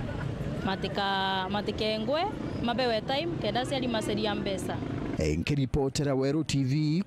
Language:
Meru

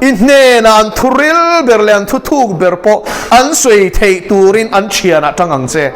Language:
Mizo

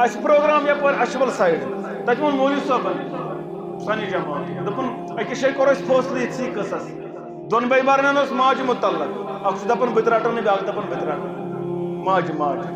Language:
Kashmiri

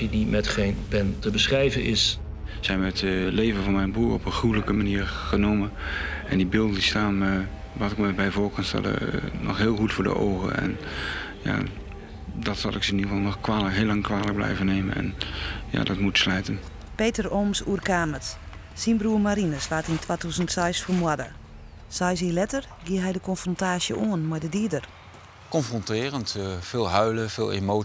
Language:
Western Frisian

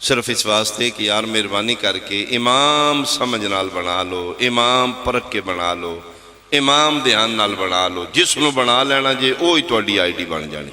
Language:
Pahari-Potwari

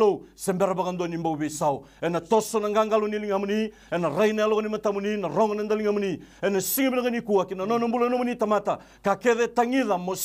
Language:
Fijian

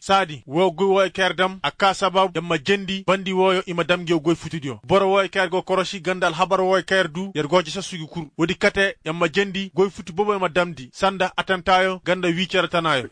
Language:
Koyraboro Senni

